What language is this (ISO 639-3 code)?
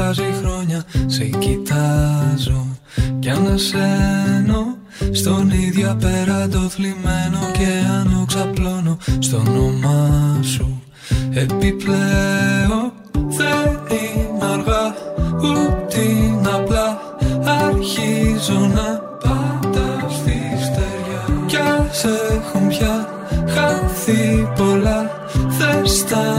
ell